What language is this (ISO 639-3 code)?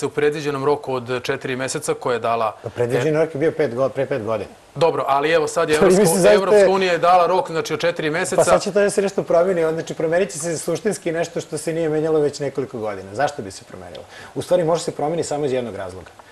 srp